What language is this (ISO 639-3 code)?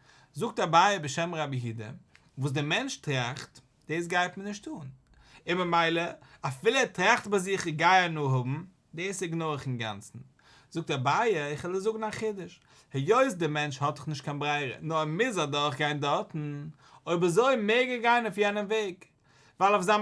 yid